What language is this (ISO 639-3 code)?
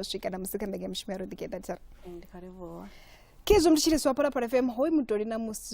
ven